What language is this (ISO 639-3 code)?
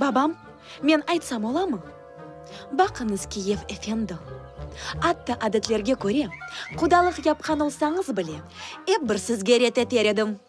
crh